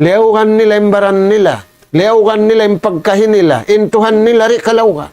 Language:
Tausug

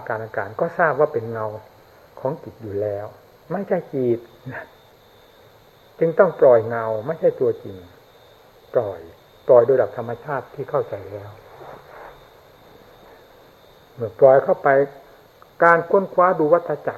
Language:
Thai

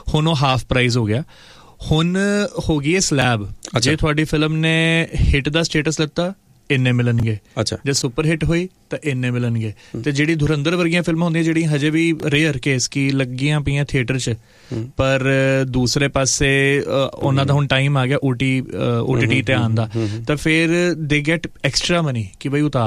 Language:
Punjabi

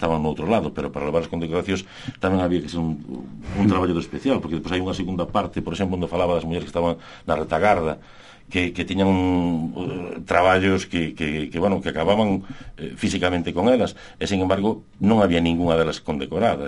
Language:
Galician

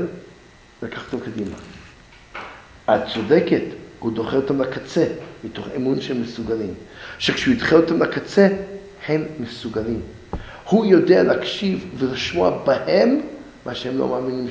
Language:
Hebrew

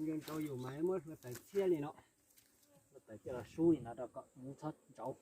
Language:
Hmong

